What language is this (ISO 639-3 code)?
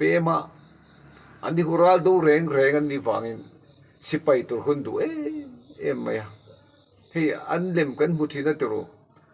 lus